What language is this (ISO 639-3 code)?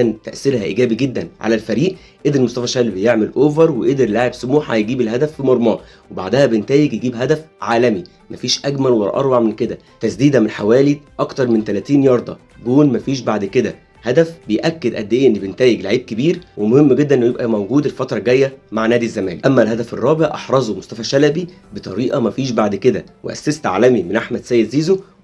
arz